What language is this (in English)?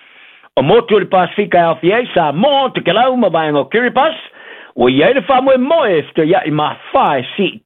Samoan